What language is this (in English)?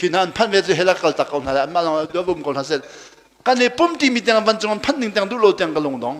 Hakha Chin